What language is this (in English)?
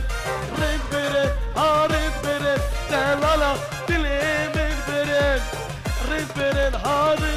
Persian